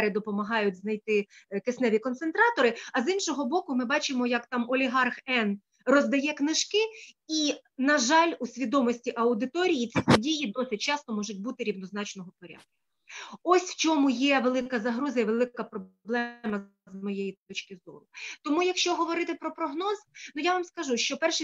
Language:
Ukrainian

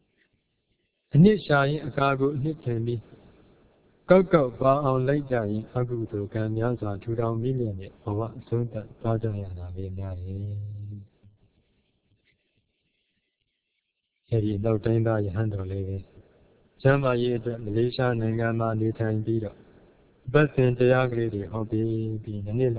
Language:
Burmese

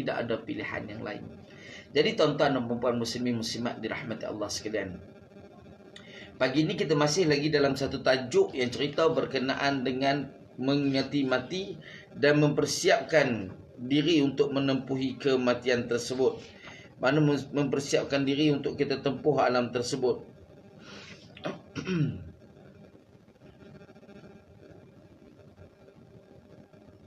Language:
Malay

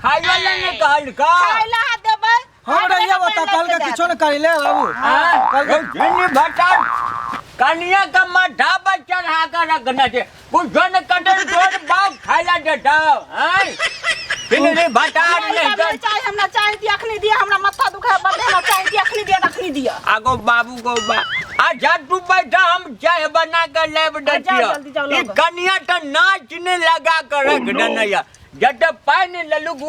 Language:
Maithili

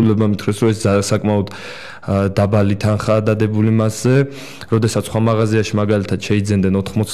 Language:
Georgian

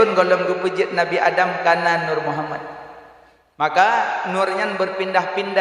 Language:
Achinese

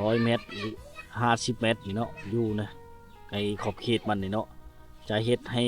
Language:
Lao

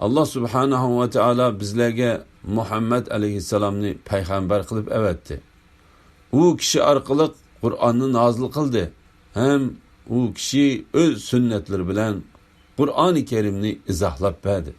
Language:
Uyghur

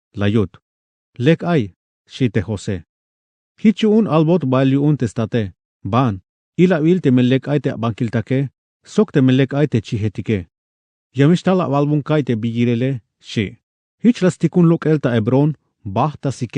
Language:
Tzeltal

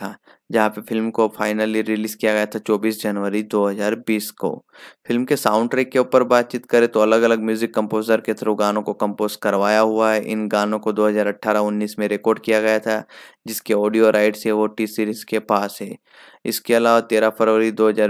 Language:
Hindi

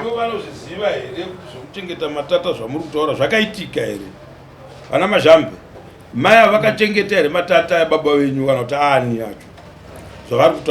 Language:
Shona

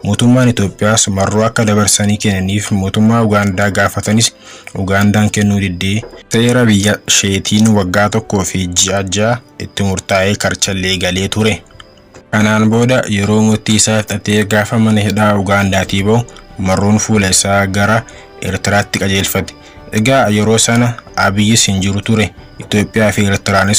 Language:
Oromo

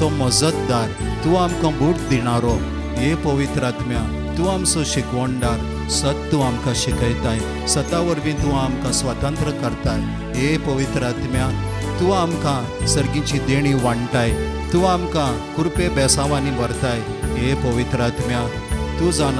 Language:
Konkani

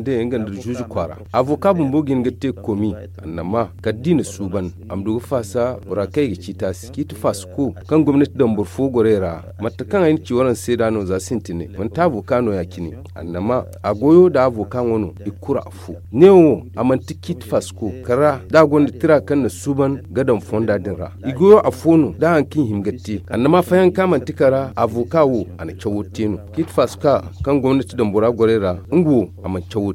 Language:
Zarma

